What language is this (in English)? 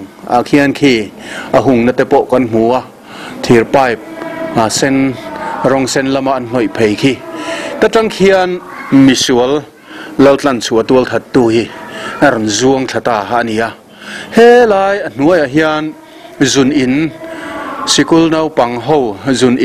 Mizo